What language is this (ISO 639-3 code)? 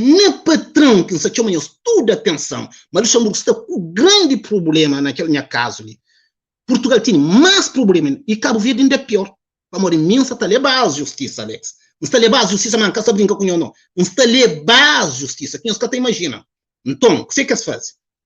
kea